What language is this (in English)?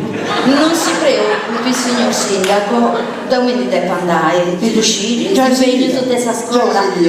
Sardinian